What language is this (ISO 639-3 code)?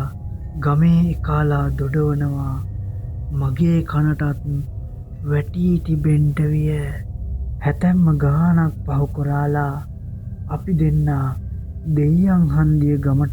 sin